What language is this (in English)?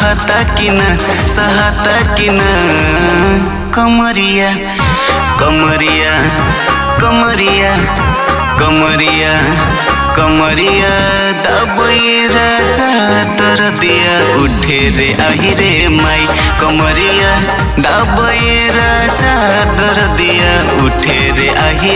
Bhojpuri